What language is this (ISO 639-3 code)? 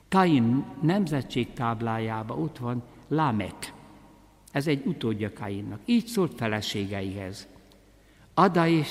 hun